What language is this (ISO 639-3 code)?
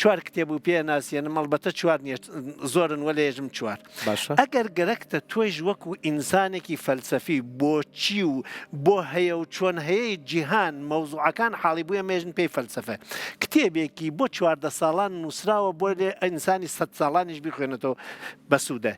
ckb